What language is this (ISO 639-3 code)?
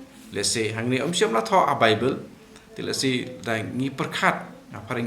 kha